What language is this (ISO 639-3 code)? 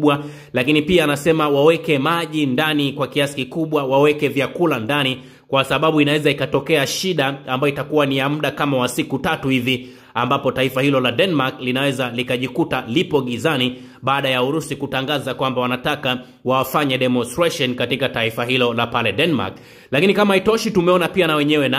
swa